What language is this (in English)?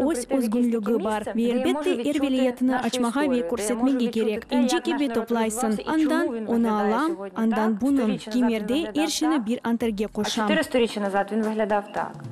Crimean Tatar